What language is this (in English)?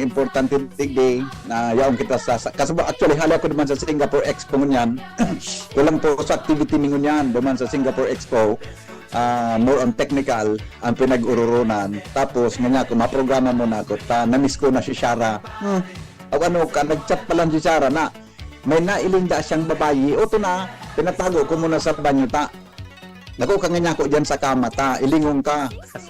Bikol